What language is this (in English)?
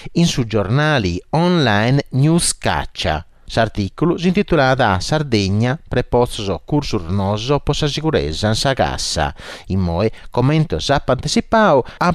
Sardinian